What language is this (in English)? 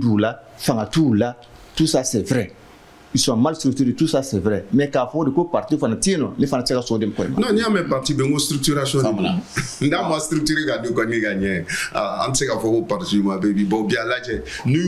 Bambara